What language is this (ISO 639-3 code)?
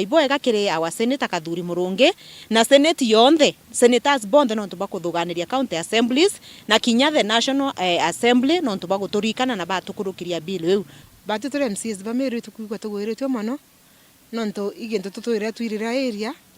mer